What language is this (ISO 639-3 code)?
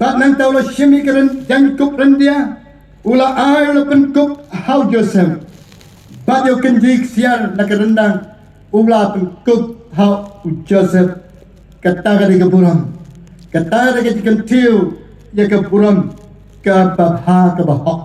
kha